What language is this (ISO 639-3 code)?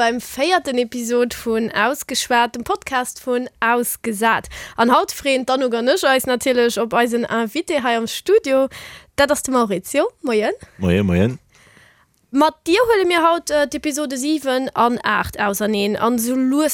ltz